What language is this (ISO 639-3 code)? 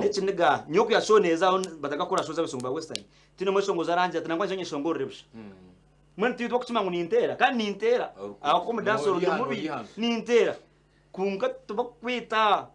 nyn